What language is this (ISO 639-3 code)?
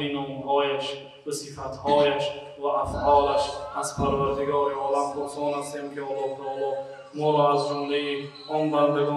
fas